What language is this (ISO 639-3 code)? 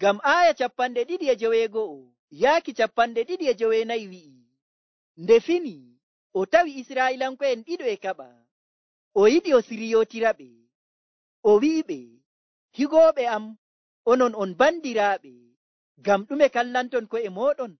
fuv